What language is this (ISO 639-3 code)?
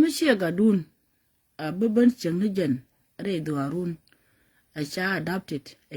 nus